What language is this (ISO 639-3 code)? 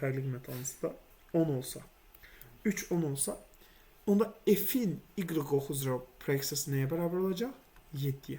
aze